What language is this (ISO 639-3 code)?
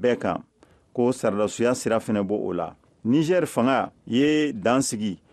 bam